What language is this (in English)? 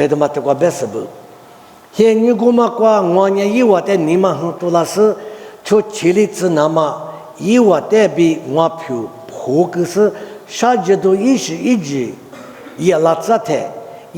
Lisu